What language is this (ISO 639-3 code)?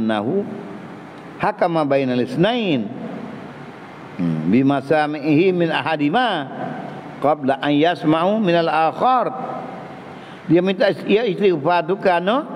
msa